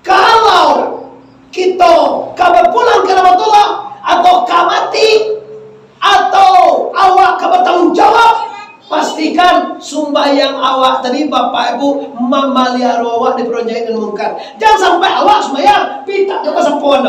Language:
Minangkabau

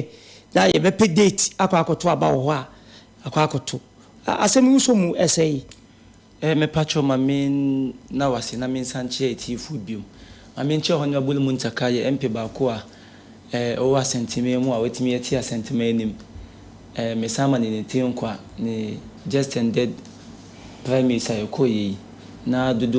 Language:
Akan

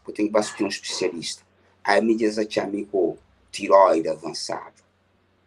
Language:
Kabuverdianu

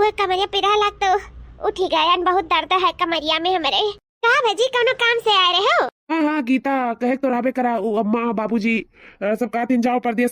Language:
Awadhi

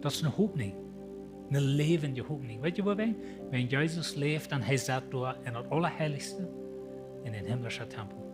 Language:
Plautdietsch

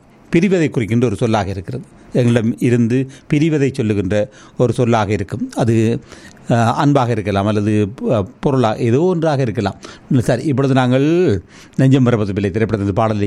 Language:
Tamil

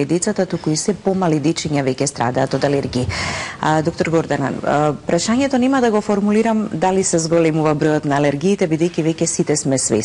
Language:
Macedonian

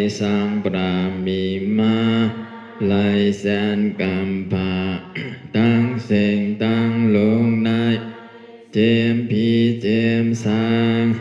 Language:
Shan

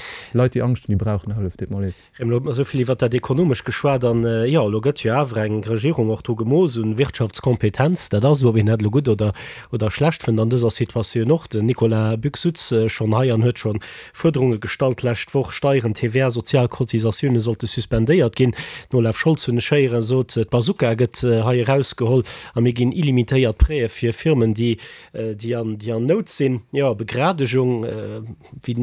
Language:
Luxembourgish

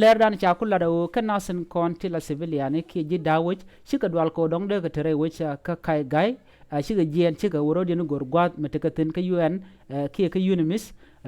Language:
Nuer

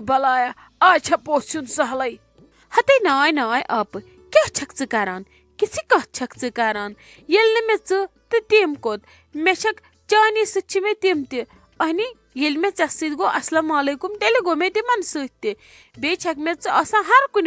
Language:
Kashmiri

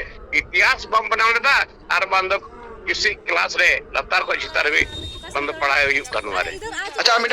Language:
Santali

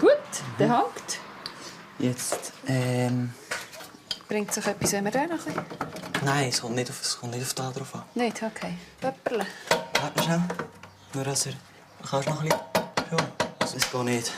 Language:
Swiss German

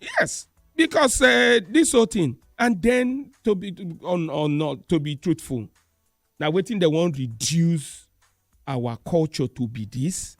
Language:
Nigerian Pidgin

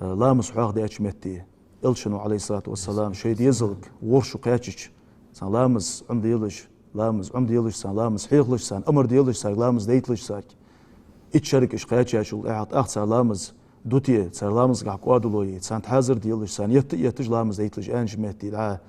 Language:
Ingush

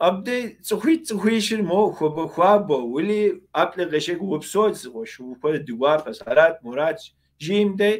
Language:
Kabardian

